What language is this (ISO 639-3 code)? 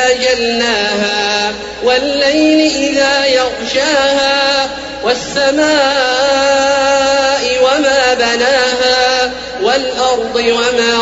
ara